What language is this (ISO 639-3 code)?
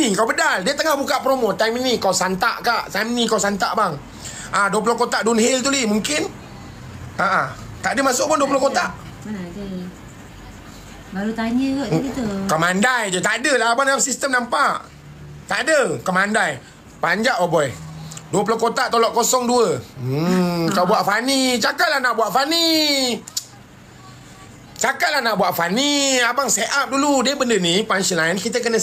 msa